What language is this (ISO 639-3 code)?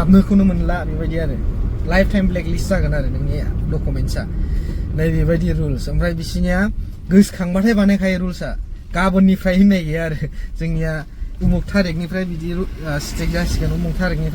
brx